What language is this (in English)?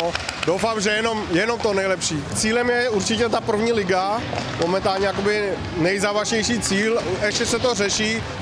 Czech